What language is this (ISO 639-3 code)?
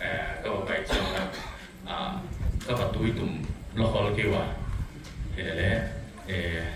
pck